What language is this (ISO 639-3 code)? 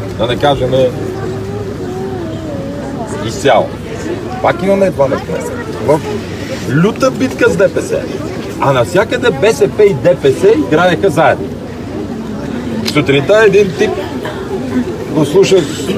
bul